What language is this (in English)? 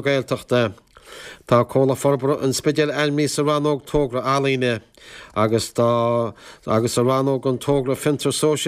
Irish